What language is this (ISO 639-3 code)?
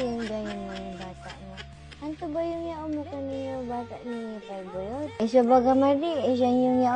bik